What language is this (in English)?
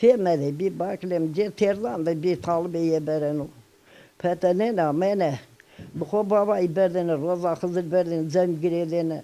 Zaza